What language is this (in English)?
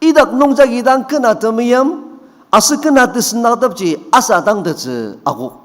Ao Naga